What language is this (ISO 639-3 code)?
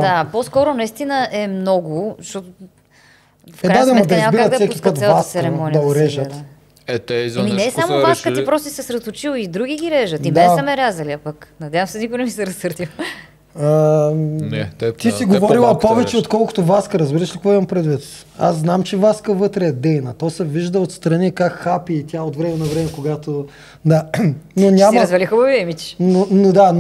bul